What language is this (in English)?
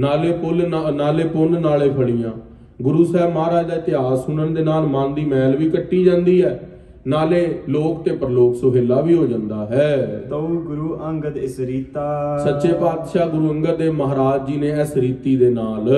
Punjabi